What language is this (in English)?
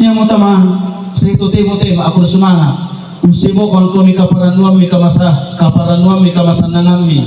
Toraja-Sa'dan